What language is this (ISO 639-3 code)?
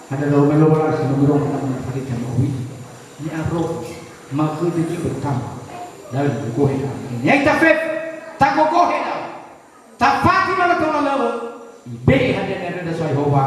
nia